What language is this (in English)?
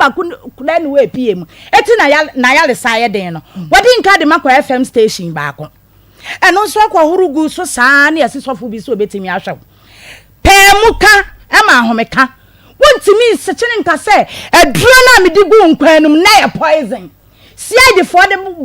Akan